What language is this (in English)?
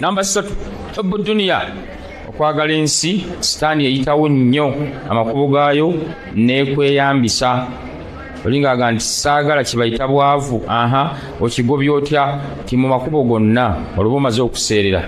Ganda